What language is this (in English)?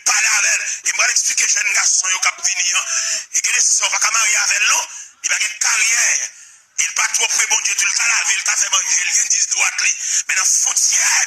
Haitian Creole